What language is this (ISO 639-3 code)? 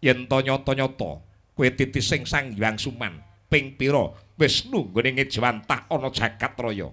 jav